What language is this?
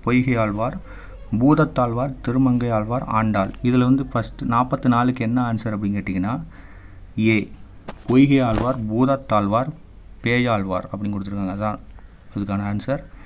Tamil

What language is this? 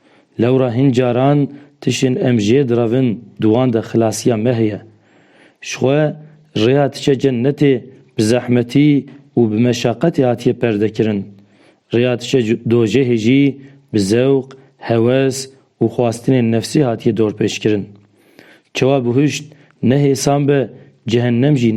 Kurdish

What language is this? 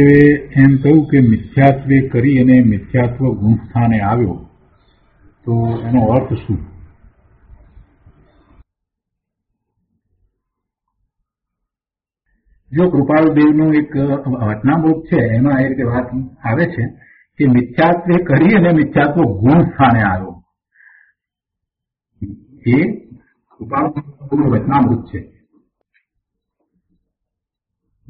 Gujarati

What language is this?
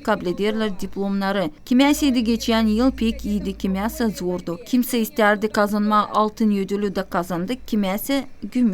Gagauz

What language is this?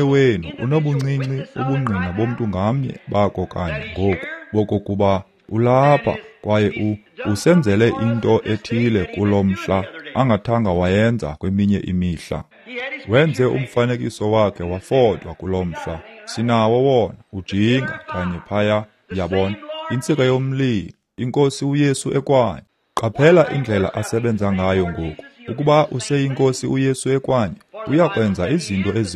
Xhosa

